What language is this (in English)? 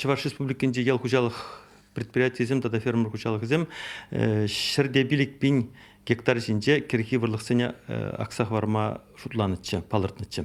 Chuvash